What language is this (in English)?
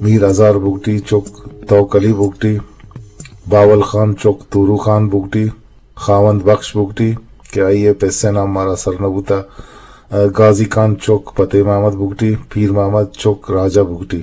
Eastern Balochi